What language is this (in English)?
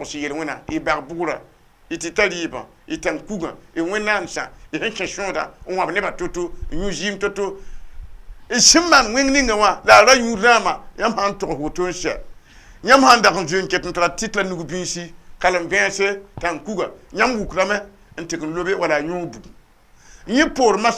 Mossi